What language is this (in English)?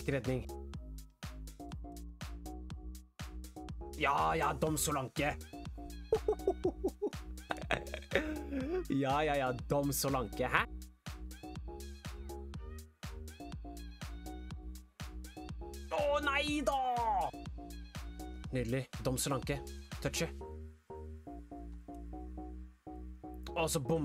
Norwegian